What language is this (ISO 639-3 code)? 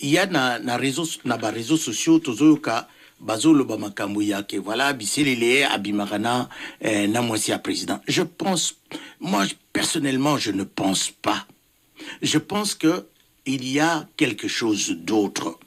lin